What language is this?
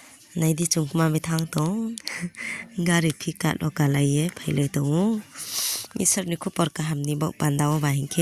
Riang (India)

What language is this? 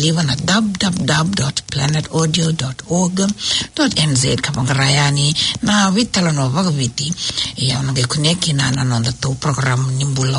Fijian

